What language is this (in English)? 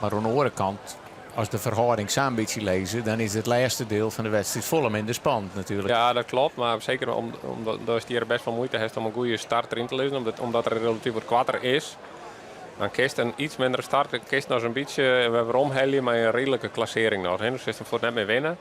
Western Frisian